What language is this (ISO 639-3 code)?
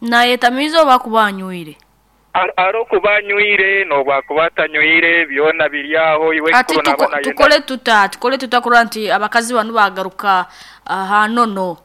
nyn